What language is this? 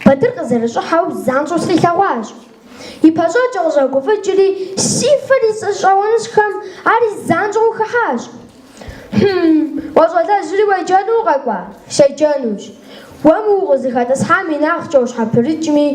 Kabardian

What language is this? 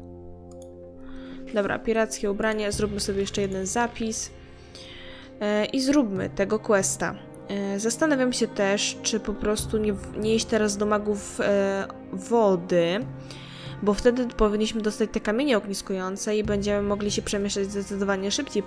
Polish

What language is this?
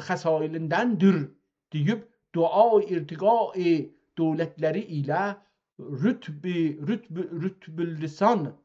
South Azerbaijani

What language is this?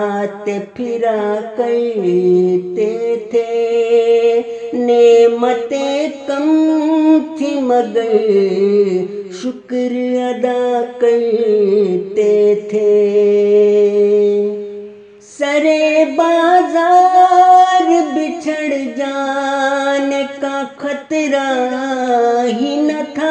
Urdu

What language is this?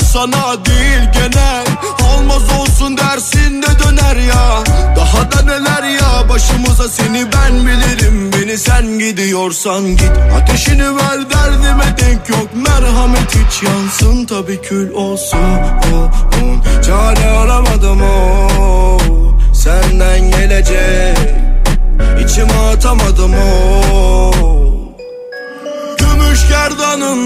Turkish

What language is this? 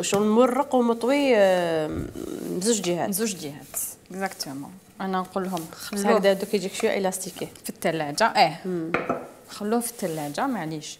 Algerian Arabic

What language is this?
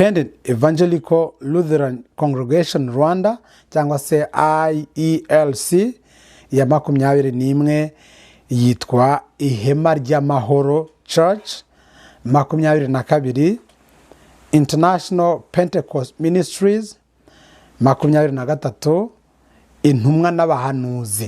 Kinyarwanda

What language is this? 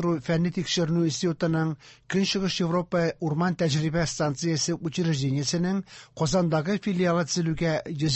Tatar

